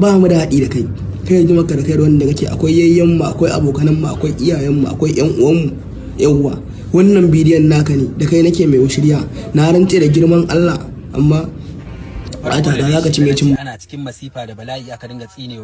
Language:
Hausa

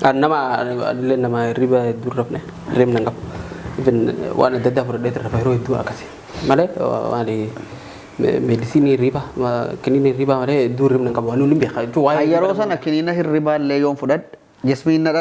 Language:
Oromo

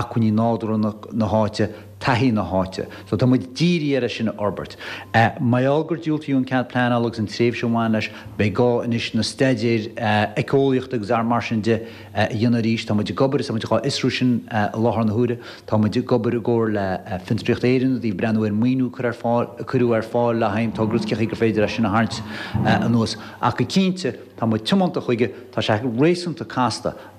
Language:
Irish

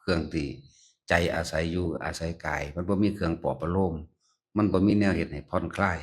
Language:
Lao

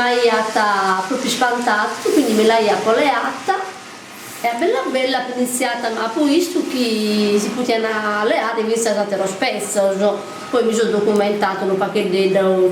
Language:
Sardinian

